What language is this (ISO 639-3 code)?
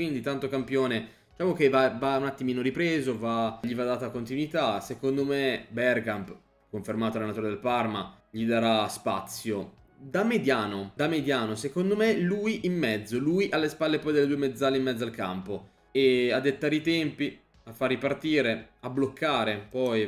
ita